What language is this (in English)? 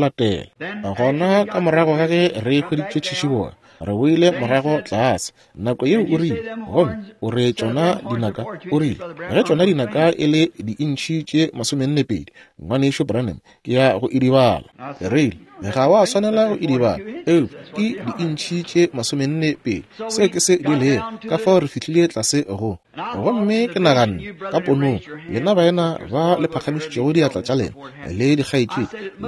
Northern Sotho